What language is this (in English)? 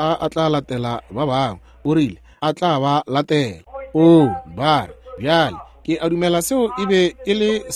Northern Sotho